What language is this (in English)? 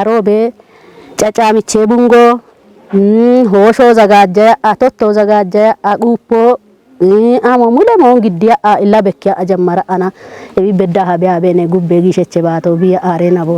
Kafa